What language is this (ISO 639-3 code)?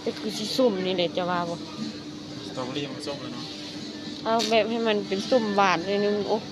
lao